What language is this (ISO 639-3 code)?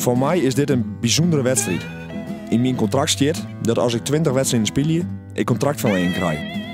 fry